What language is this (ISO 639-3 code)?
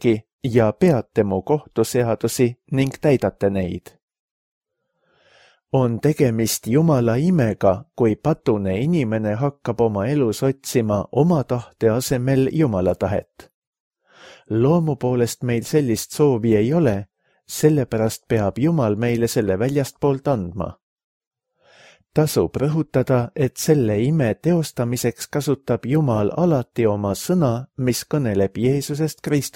est